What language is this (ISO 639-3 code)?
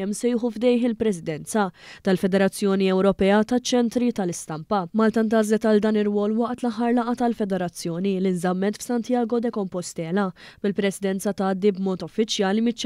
mlt